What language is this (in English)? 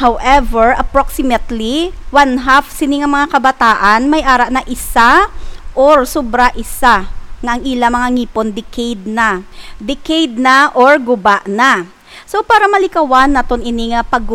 Hiligaynon